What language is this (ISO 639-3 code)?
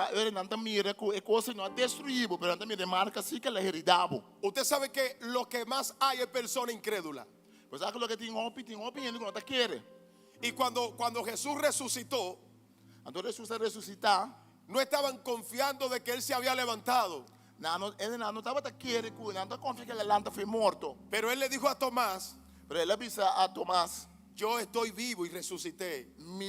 pap